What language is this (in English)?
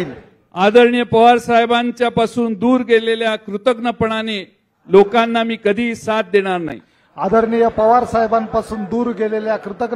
Marathi